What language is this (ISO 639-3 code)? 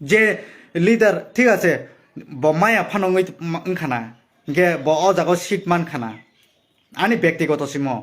trp